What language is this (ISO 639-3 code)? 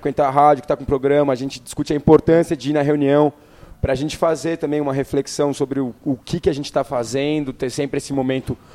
por